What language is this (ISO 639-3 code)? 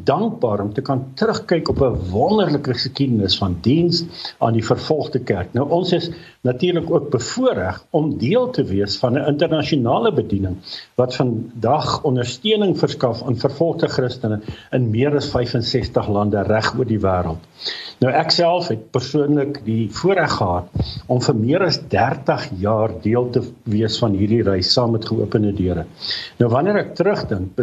afr